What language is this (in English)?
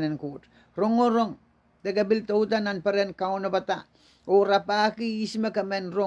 Pohnpeian